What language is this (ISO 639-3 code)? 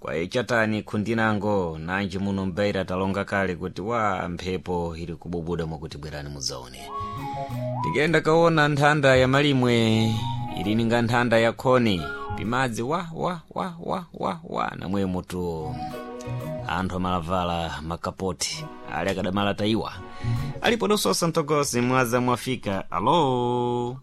seh